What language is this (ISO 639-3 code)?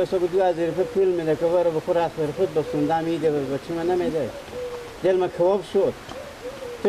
fas